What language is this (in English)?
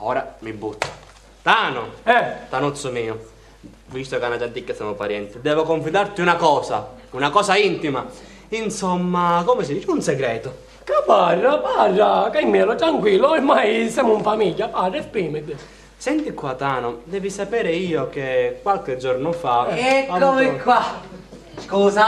Sicilian